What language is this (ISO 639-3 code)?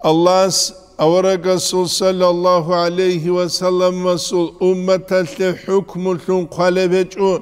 ava